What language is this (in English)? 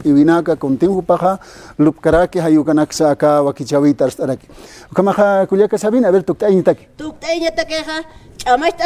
Aymara